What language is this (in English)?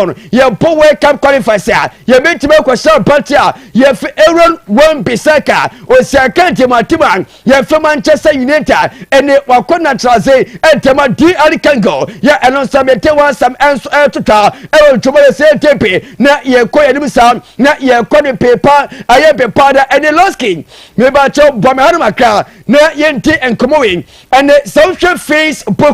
Akan